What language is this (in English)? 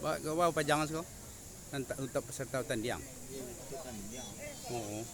Minangkabau